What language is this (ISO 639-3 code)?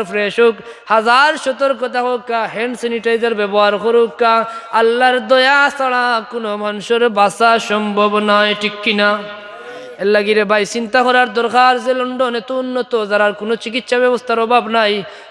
syl